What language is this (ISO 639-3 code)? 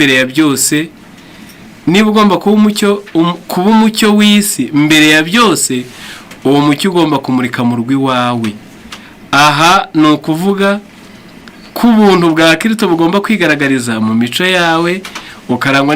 kin